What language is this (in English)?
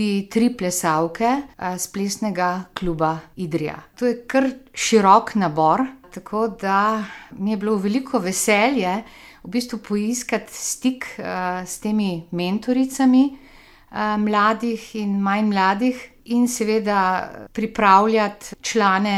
Slovenian